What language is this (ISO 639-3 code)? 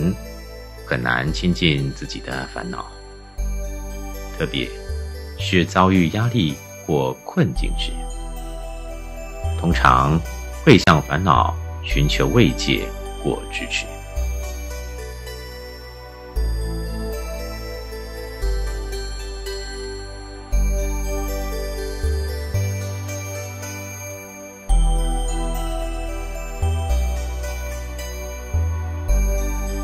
zho